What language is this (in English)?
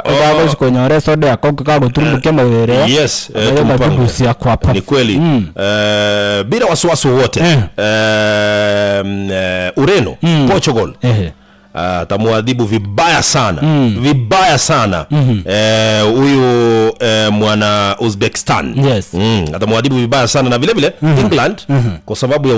Gusii